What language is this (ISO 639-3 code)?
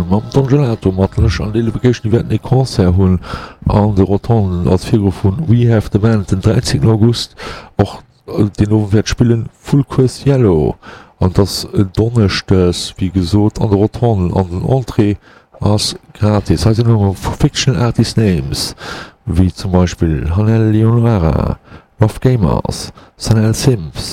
ltz